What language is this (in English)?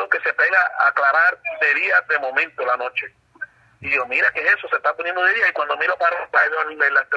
Spanish